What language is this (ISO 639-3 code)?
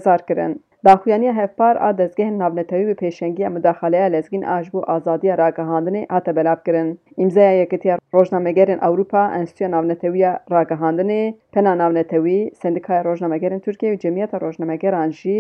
kur